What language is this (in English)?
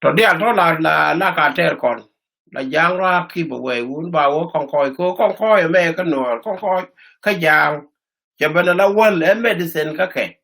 Nuer